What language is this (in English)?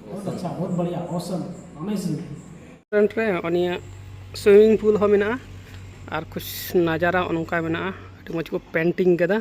Santali